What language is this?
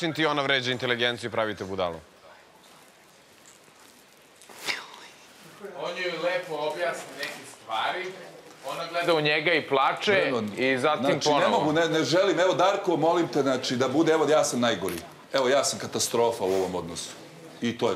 Serbian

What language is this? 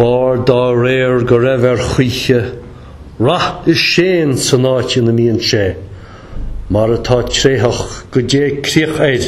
Irish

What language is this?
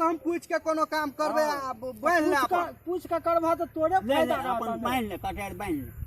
Maithili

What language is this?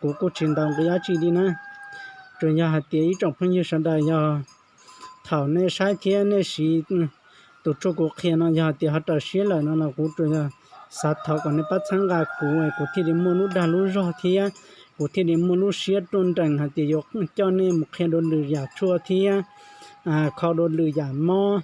Hmong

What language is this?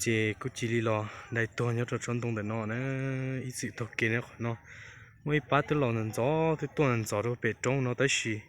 Hmong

